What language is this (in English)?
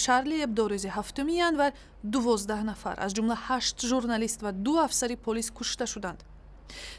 Tajik